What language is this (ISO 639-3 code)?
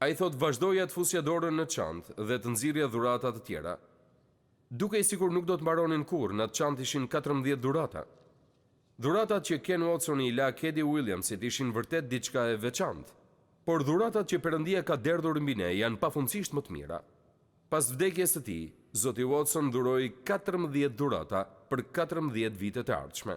sqi